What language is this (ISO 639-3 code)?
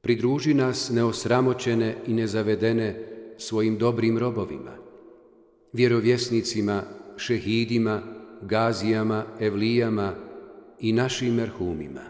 bos